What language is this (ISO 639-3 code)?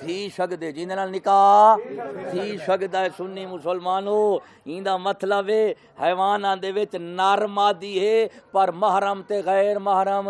skr